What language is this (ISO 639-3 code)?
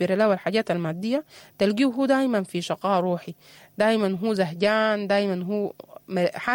apd